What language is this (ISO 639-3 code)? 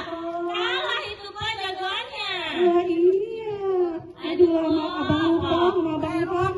bew